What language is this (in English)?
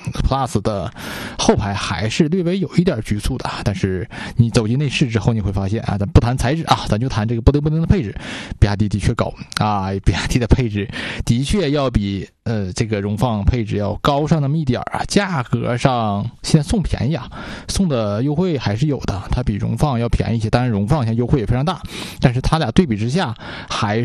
Chinese